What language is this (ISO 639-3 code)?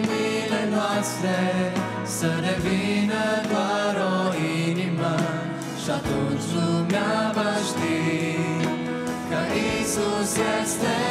ron